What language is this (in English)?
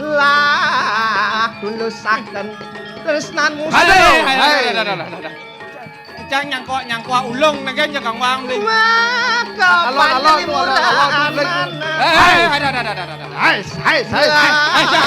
Balinese